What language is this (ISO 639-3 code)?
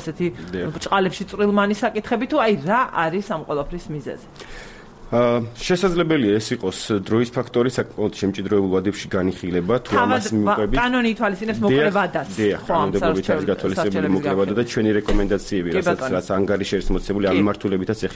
kat